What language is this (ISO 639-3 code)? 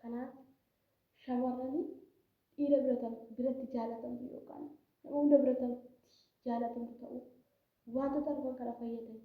orm